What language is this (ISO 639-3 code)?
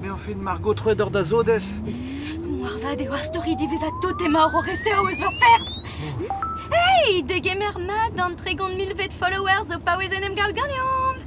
bre